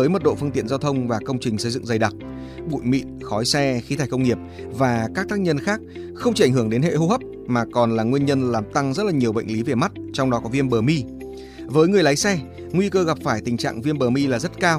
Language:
Vietnamese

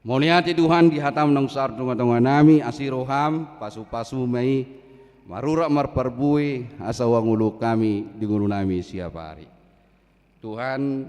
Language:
Batak Toba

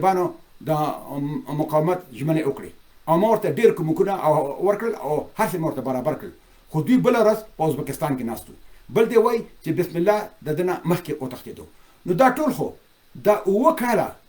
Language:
Pashto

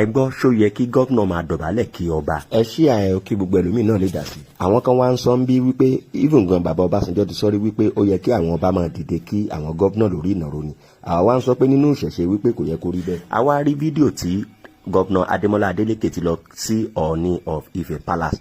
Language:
Yoruba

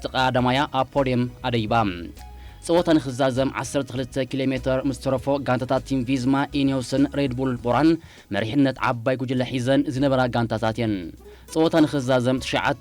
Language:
Tigrinya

